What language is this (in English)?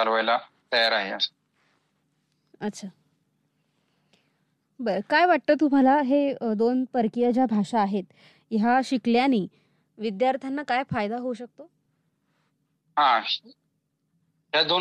Marathi